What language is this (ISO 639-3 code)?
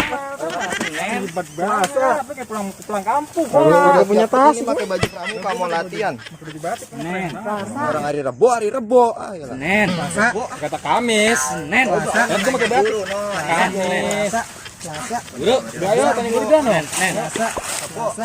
bew